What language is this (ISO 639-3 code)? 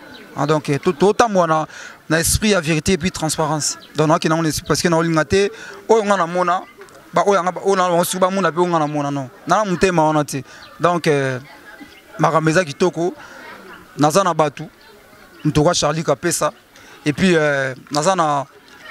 lin